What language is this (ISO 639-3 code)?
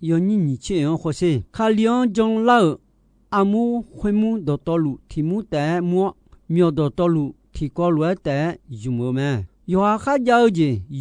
ahk